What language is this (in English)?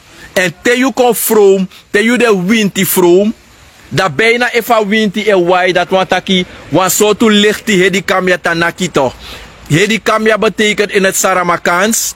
Sranan Tongo